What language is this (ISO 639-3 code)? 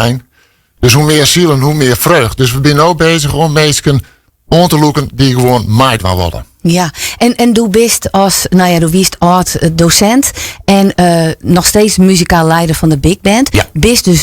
fry